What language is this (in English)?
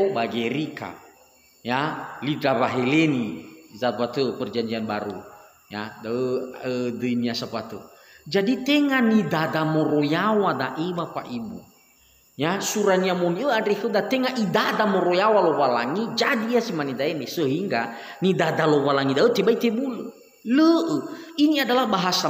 Nias